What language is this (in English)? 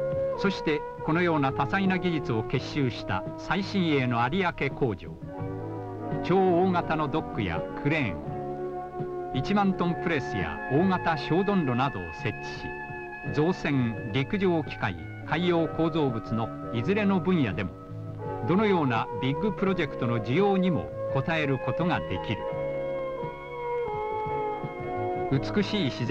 Japanese